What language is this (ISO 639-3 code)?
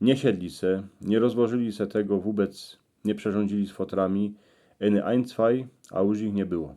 szl